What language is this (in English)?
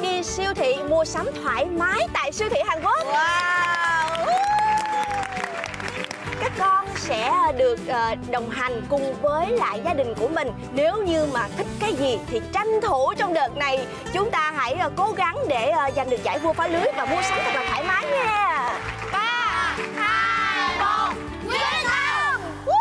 Vietnamese